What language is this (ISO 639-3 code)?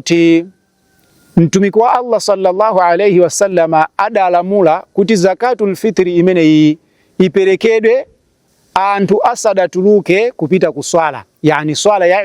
nya